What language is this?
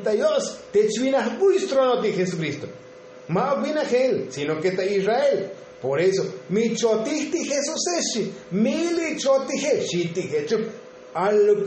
Tzotzil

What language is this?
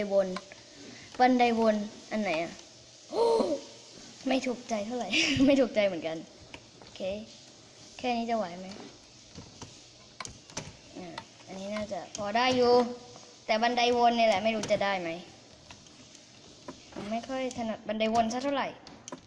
Thai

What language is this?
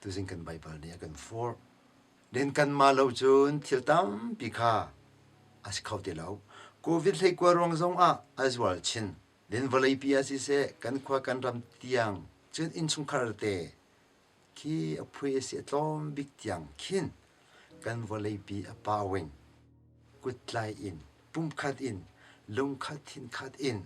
Hakha Chin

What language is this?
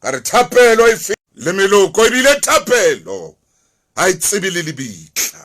Southern Sotho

